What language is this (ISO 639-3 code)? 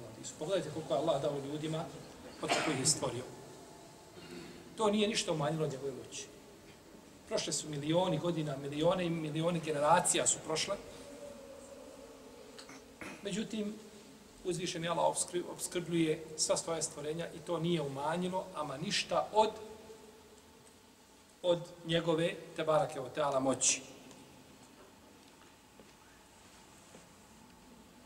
bos